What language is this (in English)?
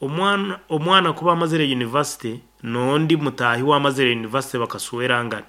Nyankole